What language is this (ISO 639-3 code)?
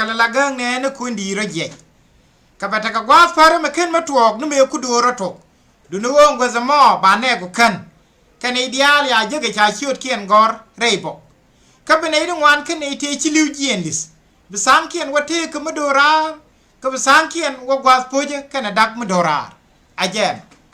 nus